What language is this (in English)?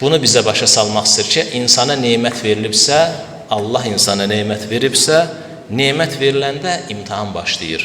Azerbaijani